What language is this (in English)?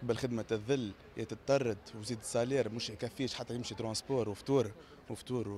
Tunisian Arabic